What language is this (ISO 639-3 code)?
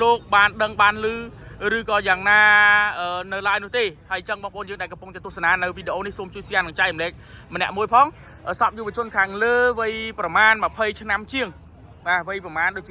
khm